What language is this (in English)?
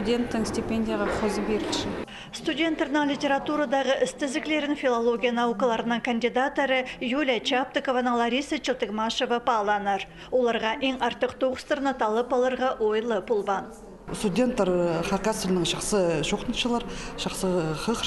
Khakas